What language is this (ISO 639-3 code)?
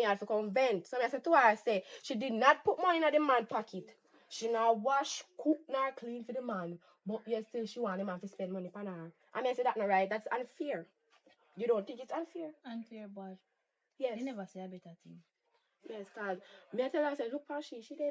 jam